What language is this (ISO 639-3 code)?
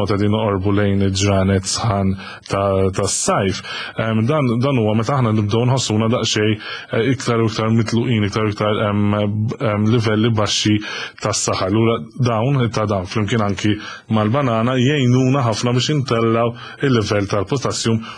mlt